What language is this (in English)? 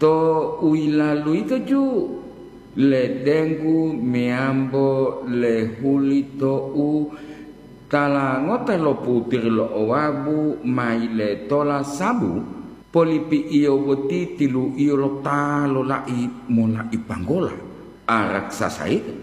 Gorontalo